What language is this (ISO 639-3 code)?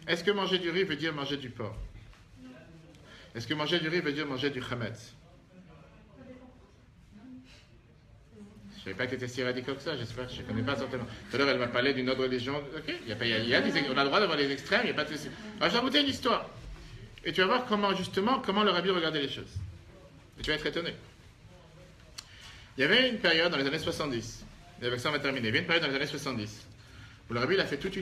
fra